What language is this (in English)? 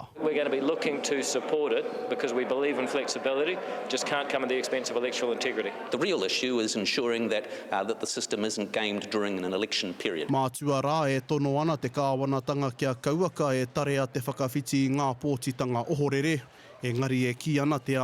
Māori